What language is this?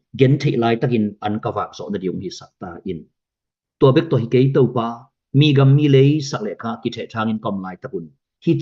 Tedim Chin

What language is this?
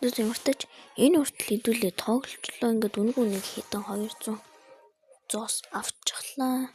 Mongolian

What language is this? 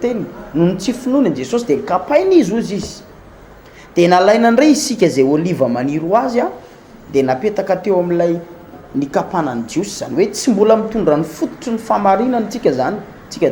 Malagasy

